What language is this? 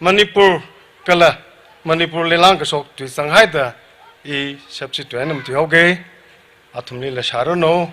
Tangkhul Naga (India)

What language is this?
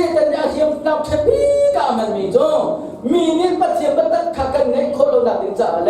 Hakha Chin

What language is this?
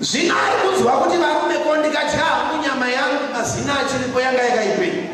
Shona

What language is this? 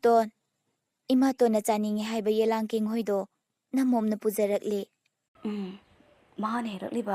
Manipuri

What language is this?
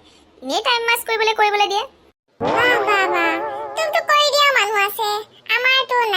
Assamese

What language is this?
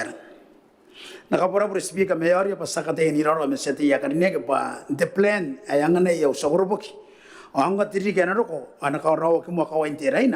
Gilbertese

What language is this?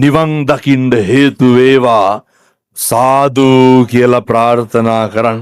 Sinhala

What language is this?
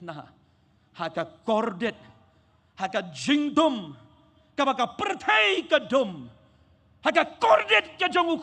Khasi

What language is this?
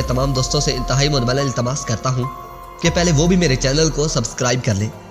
Urdu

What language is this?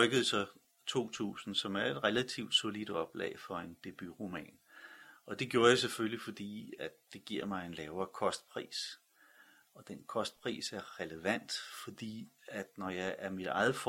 Danish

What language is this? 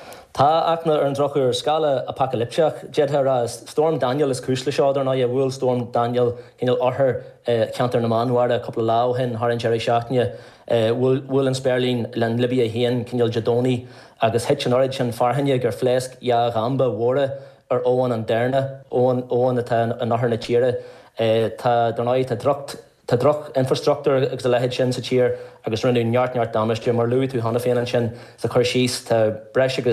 Irish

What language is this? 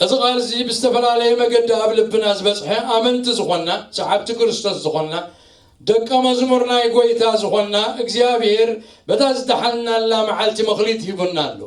Tigrinya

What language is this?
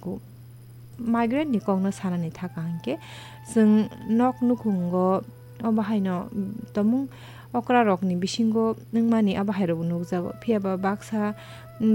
Kok Borok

